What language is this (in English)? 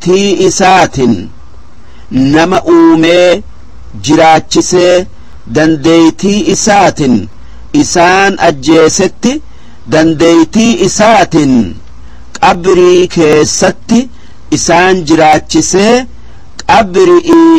Oromo